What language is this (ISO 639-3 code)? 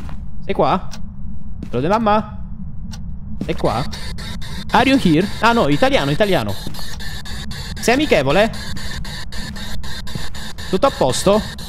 ita